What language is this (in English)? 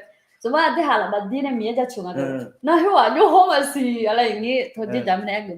Akha